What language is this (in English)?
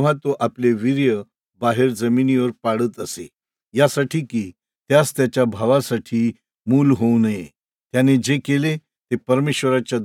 Marathi